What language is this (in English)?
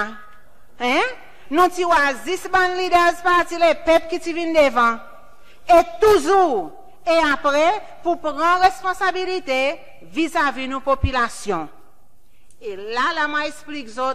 Seselwa Creole French